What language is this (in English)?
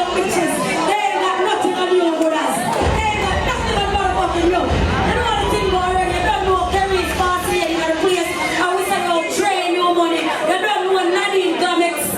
Jamaican Creole English